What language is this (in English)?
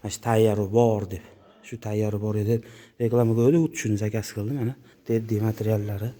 Uzbek